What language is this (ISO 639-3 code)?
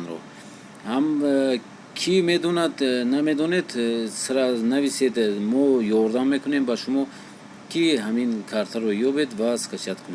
tgk